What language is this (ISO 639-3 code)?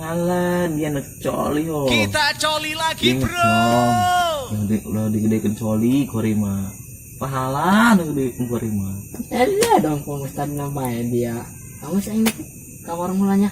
sun